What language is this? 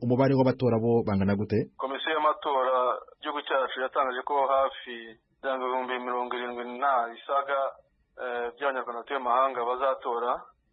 Kinyarwanda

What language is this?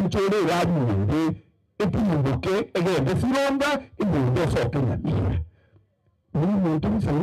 Gusii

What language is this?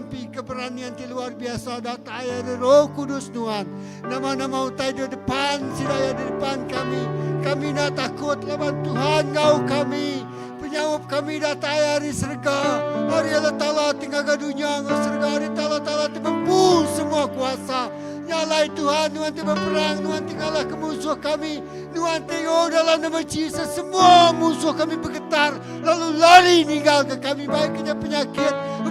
Iban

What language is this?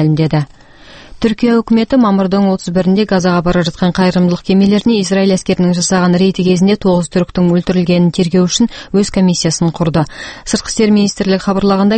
Kazakh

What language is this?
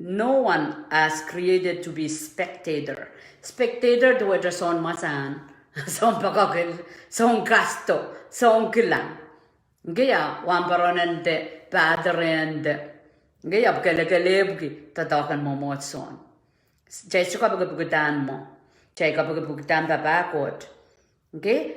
Pohnpeian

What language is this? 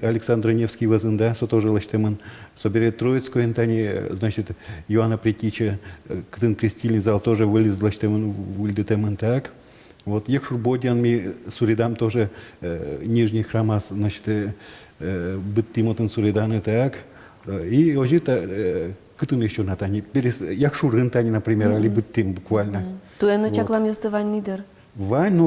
Udmurt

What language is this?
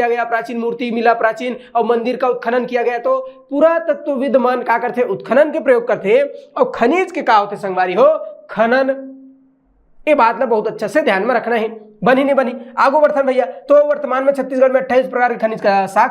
Chhattisgarhi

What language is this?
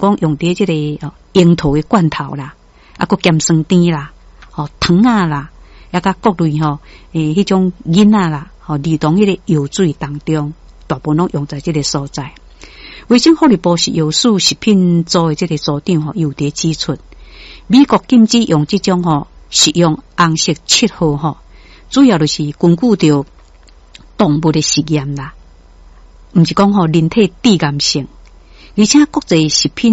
Min Nan Chinese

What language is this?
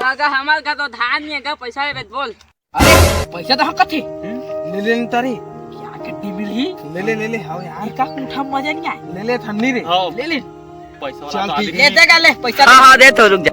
Chhattisgarhi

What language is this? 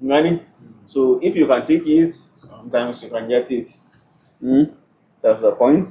Hausa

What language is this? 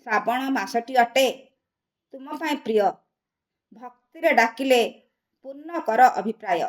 Odia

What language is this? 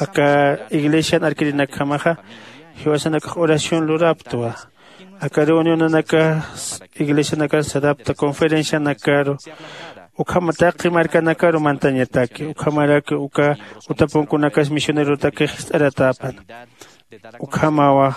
Aymara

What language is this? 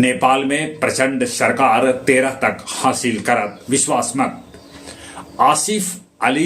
Magahi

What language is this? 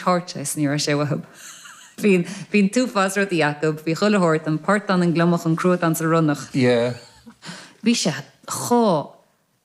Irish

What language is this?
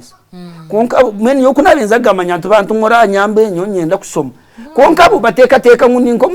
Nyankole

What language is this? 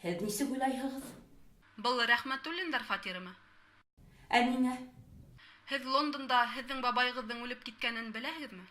Bashkir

